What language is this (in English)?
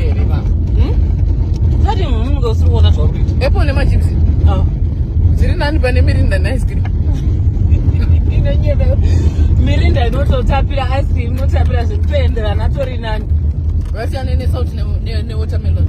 Shona